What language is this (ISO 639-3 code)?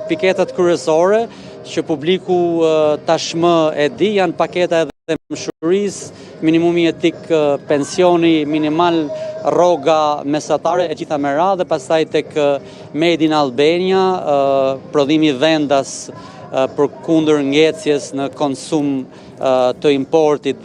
sqi